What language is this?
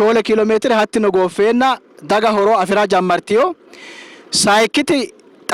Sidamo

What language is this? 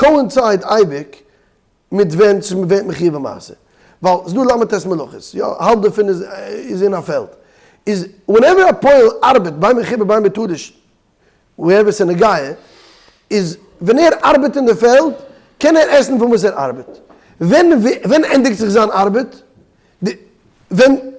Yiddish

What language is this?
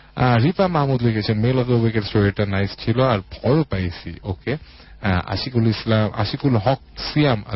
Bangla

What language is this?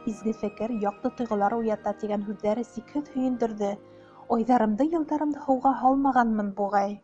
Bashkir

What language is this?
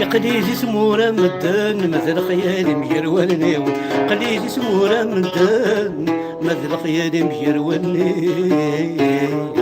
Kabyle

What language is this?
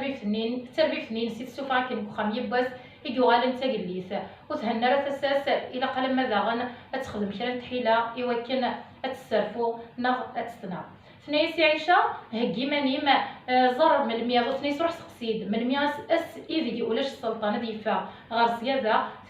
Kabyle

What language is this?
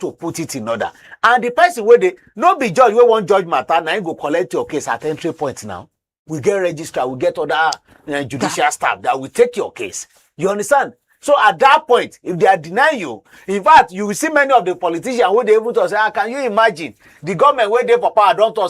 Nigerian Pidgin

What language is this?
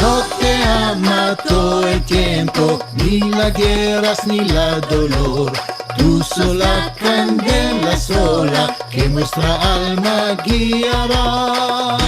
Ladino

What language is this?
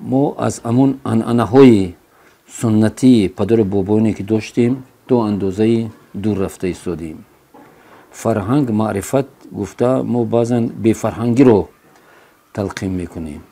Tajik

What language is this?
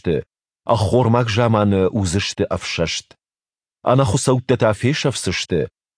Ossetic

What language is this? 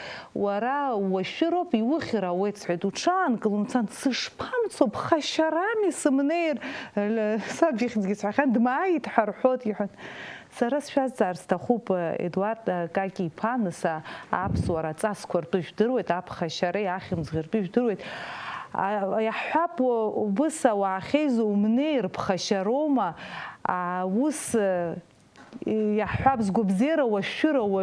Abkhazian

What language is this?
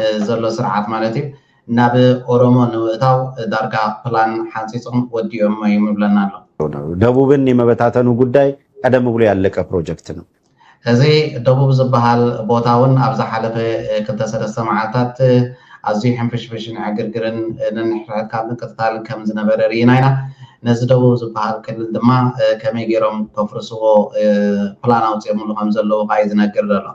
Tigrinya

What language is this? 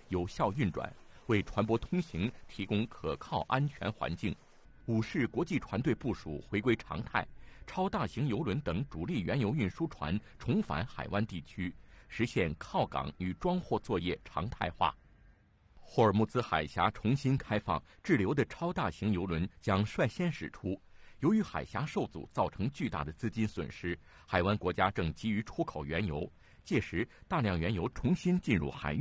Chinese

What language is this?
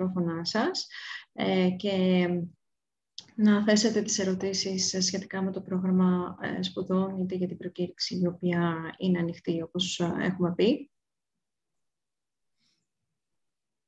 Greek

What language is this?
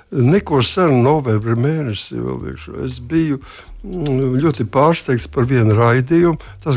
Latvian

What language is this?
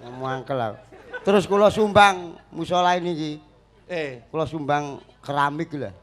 Javanese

